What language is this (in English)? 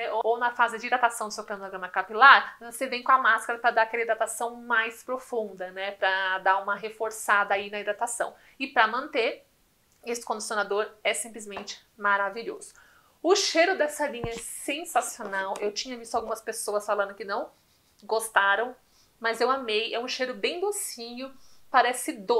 Portuguese